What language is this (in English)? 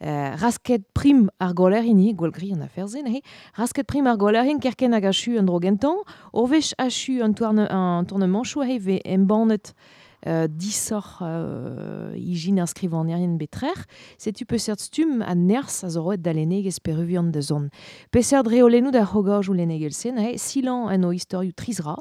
Breton